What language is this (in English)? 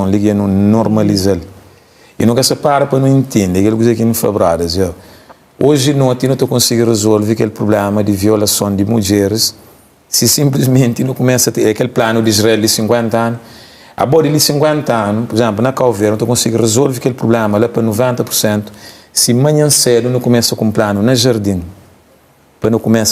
Kabuverdianu